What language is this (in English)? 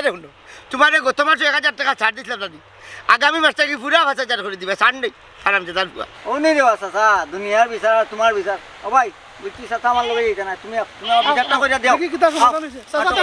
Sylheti